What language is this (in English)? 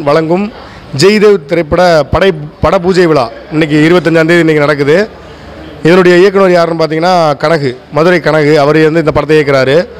Tamil